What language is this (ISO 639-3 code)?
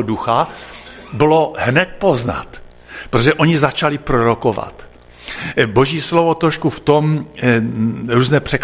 ces